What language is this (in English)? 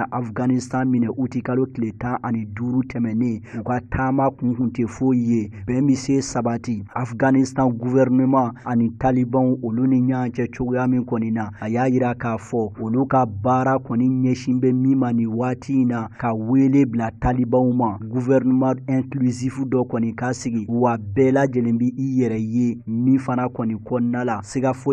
Bambara